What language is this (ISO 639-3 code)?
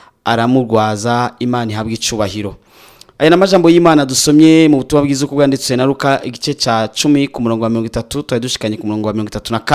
run